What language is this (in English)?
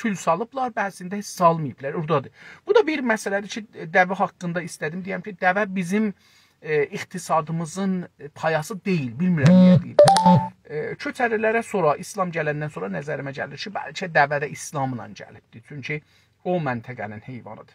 South Azerbaijani